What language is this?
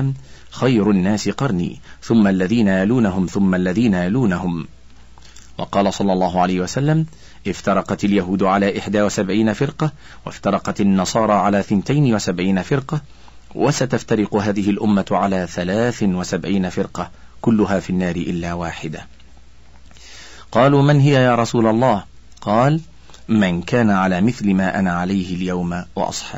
Arabic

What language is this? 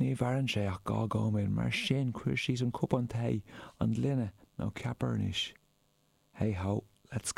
Irish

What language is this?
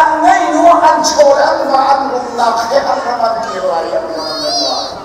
Hakha Chin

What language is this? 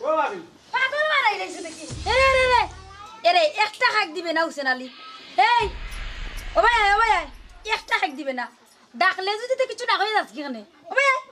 Sylheti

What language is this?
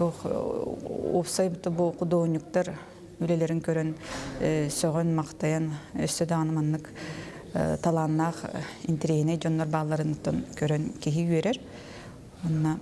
Yakut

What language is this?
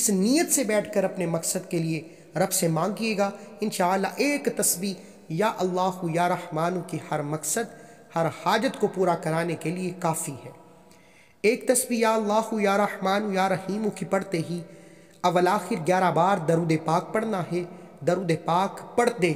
Urdu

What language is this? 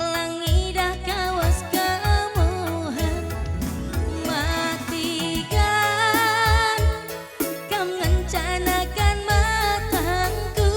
Batak Karo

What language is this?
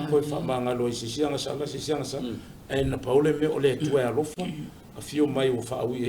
Samoan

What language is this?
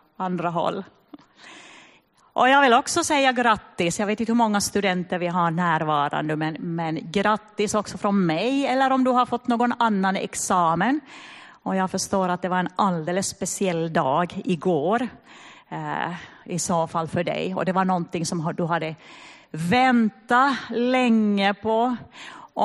Swedish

